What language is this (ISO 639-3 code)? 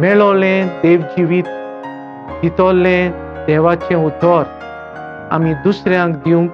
kok